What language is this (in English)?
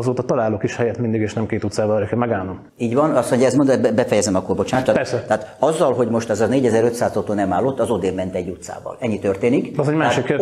Hungarian